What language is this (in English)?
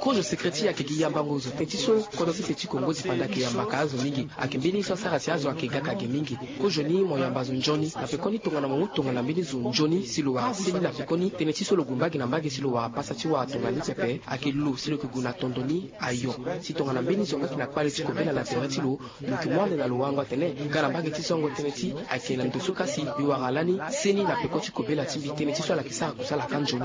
Sango